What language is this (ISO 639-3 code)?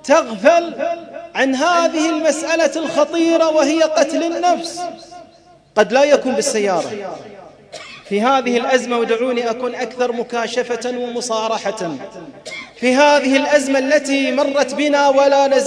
ara